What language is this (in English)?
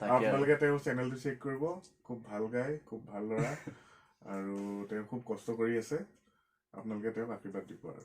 Assamese